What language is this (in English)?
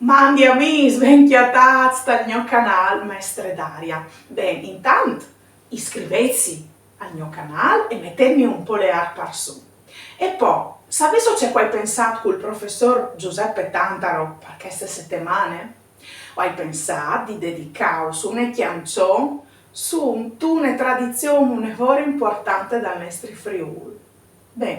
Friulian